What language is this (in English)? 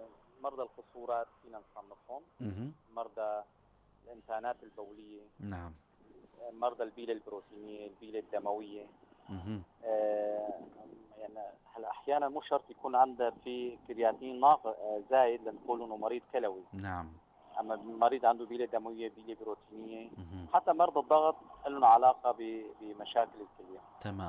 North Levantine Arabic